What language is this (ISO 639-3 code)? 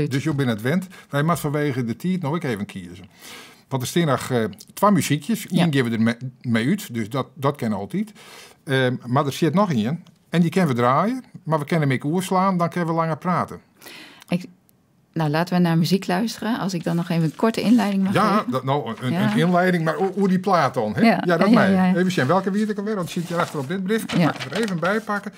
fry